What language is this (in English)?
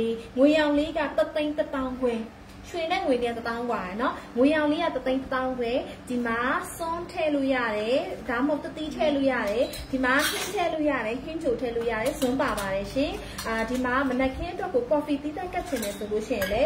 Burmese